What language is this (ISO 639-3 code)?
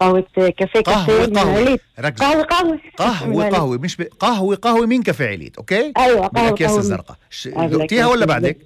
apc